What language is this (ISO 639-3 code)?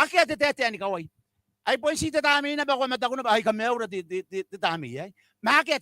gil